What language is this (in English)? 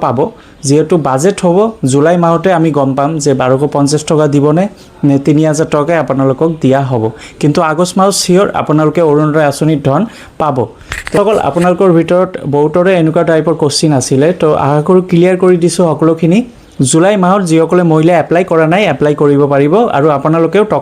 Assamese